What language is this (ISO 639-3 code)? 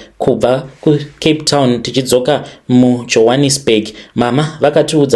sna